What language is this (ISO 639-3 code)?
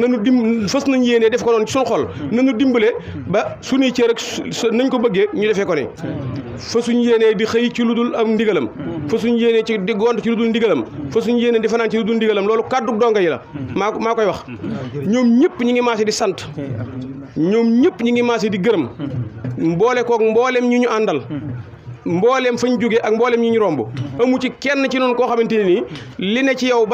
wol